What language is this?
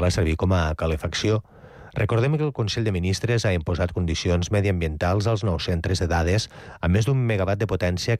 Catalan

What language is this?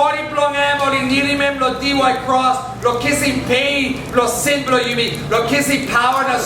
Tok Pisin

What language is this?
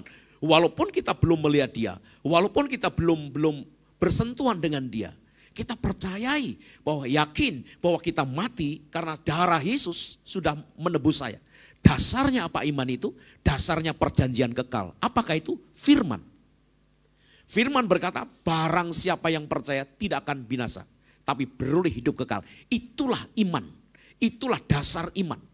Indonesian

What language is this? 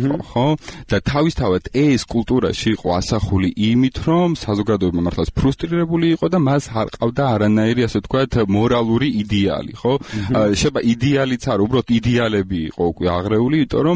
Georgian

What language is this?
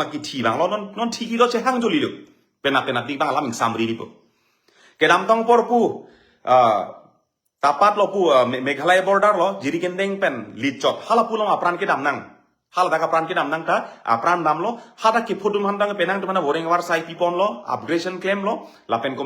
Karbi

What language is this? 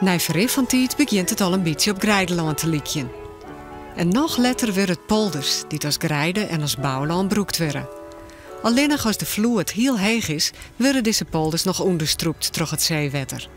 Western Frisian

